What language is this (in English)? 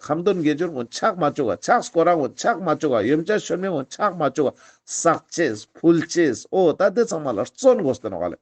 Ladakhi